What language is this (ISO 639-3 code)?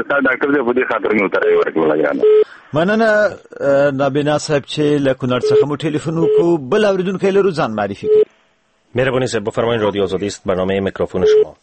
fas